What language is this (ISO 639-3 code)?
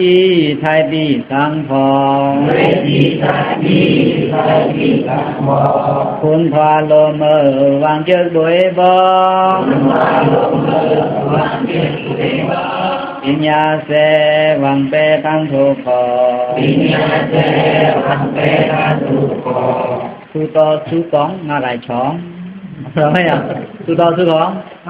blk